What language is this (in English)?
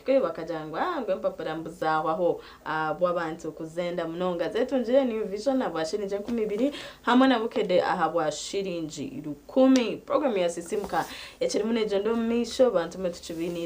Nyankole